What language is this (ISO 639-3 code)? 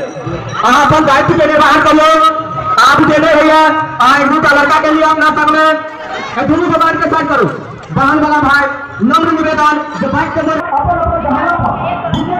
mai